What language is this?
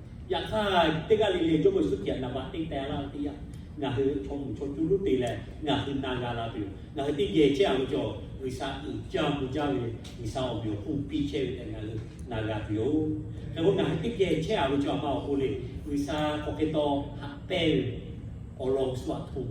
Lahu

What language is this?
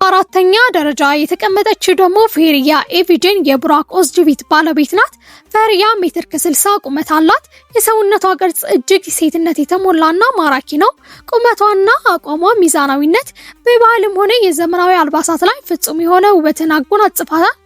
Amharic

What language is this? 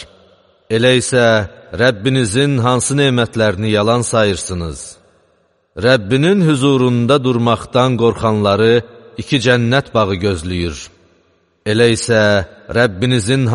Azerbaijani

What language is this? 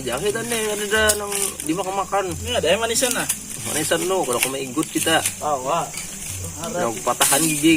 Banjar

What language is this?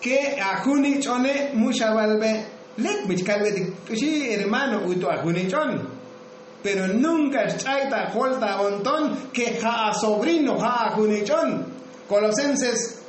Tzotzil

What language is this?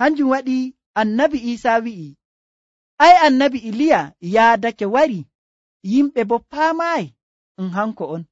Nigerian Fulfulde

